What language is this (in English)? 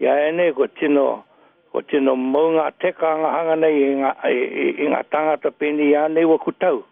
Māori